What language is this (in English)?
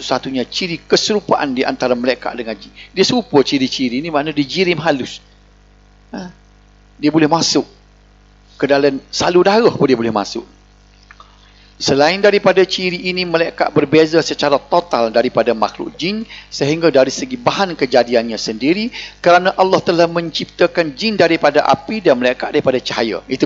Malay